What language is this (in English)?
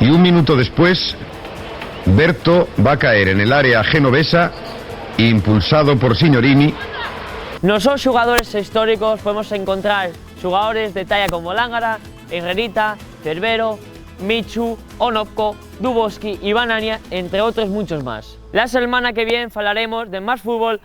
Asturian